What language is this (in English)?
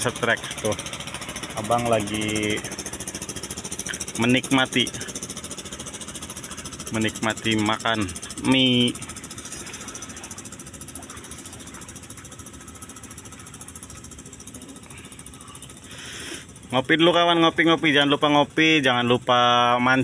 Indonesian